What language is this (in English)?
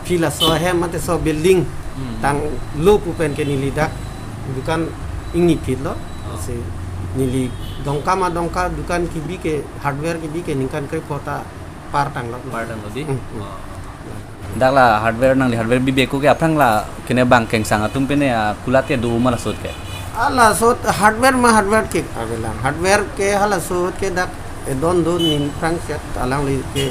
Karbi